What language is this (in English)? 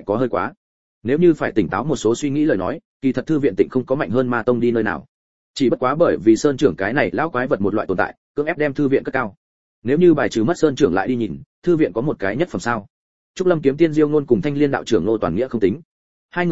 Vietnamese